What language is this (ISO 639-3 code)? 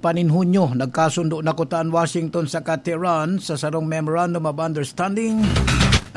bik